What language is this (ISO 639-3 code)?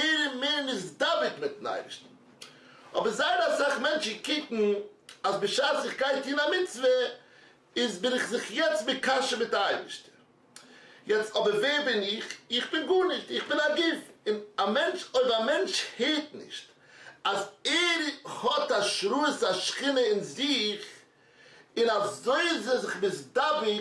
yid